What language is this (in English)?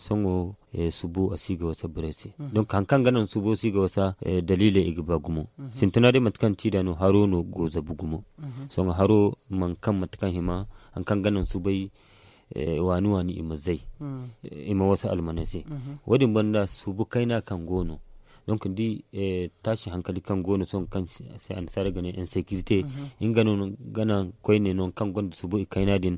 Zarma